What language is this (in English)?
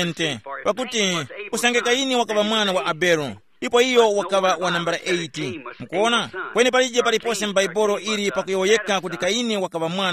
Tumbuka